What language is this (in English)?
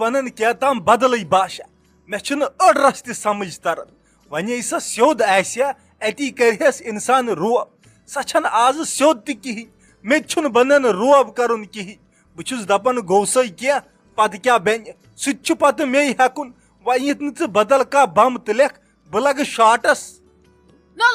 Kashmiri